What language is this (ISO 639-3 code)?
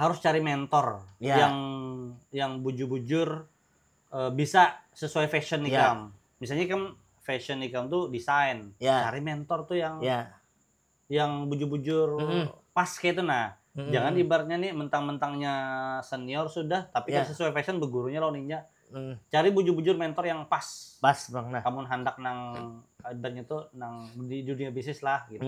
bjn